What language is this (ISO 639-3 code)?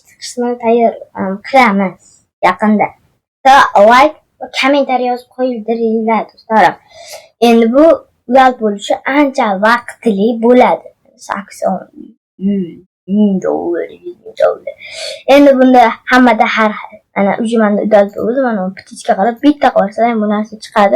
uzb